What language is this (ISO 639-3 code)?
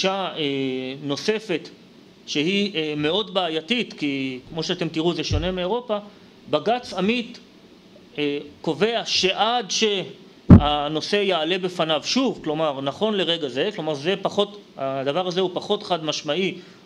heb